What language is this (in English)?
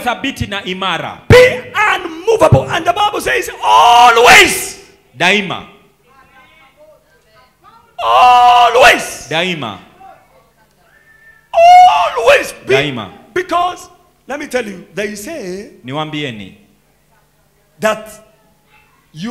Swahili